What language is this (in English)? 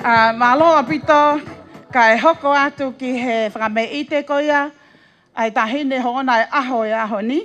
Tongan